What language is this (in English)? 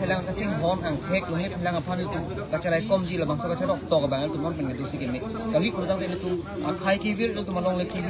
Karbi